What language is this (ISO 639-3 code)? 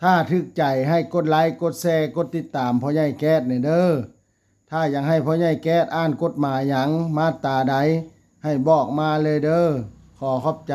lao